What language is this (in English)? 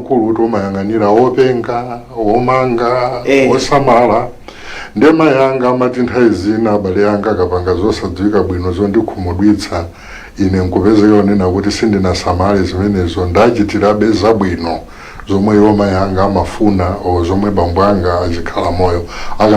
Nyanja